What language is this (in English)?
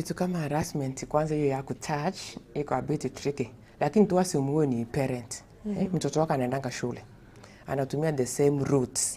Gusii